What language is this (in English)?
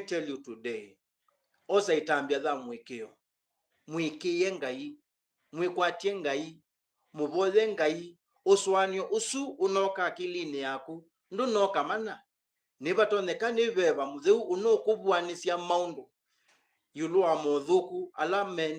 Kamba